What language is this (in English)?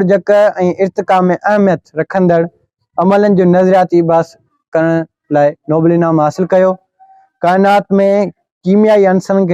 Sindhi